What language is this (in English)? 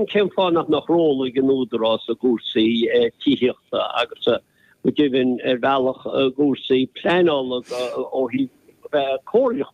Irish